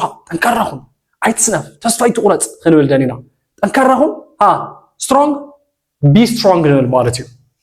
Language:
Tigrinya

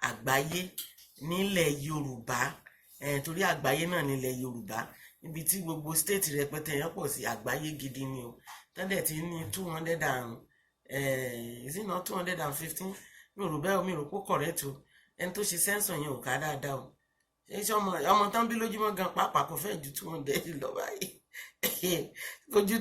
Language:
Yoruba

